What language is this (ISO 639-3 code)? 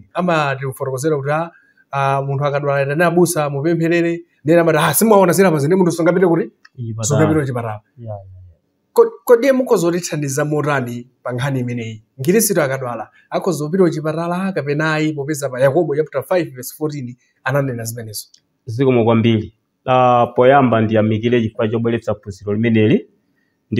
nya